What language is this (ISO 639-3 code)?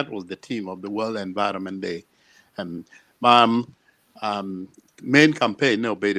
ach